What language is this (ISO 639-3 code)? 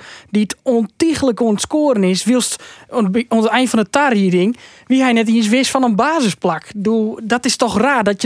fry